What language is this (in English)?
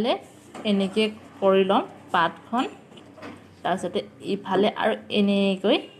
Assamese